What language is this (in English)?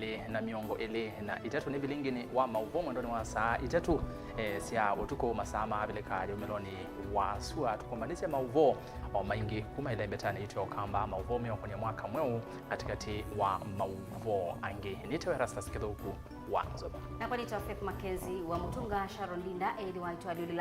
Kamba